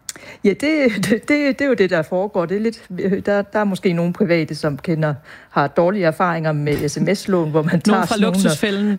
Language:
Danish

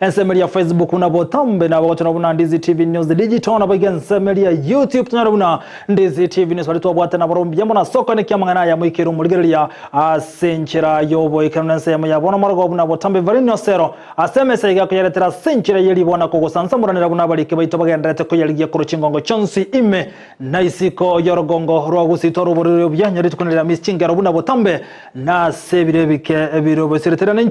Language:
Gusii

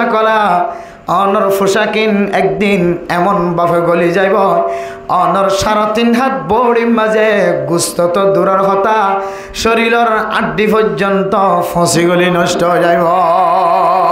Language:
Rohingya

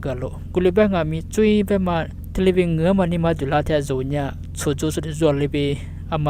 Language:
Lisu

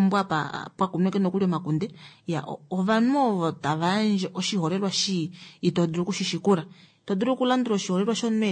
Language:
Kuanyama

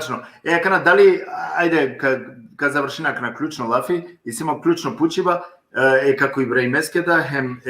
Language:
Balkan Romani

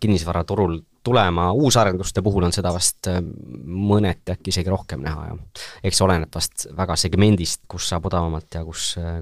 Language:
Estonian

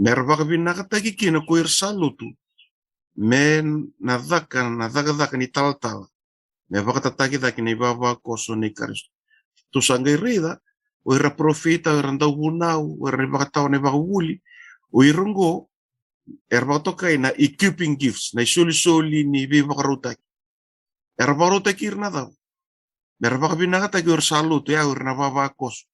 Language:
Fijian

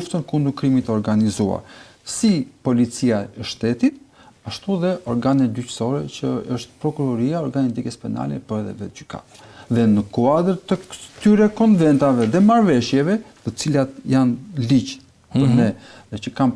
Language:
Albanian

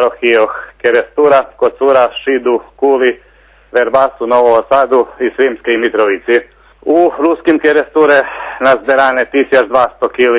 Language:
Rusyn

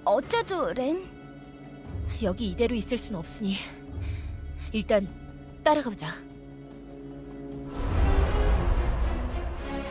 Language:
Korean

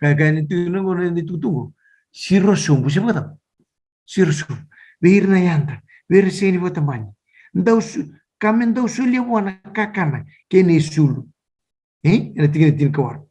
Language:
Fijian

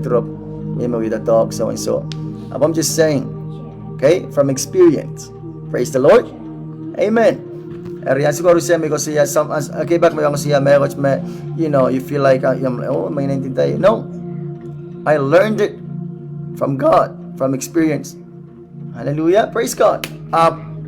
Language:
Pohnpeian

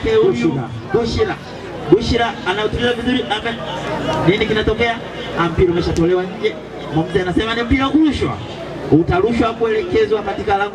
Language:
Swahili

